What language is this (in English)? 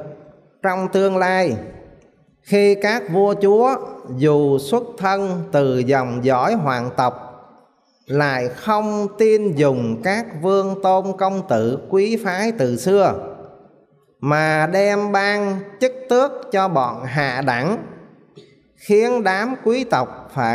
Vietnamese